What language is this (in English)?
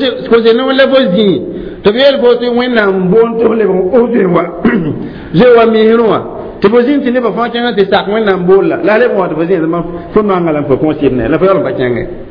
Mossi